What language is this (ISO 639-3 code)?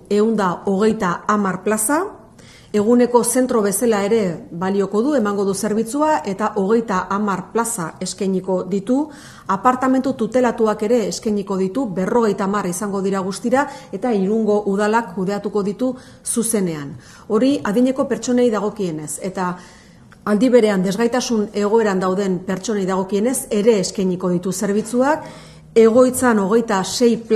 eus